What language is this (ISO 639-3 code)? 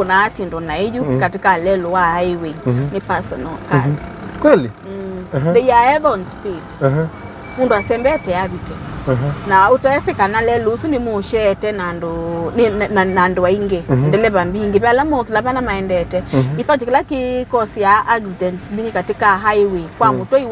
kam